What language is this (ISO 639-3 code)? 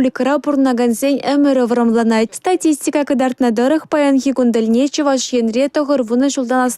chv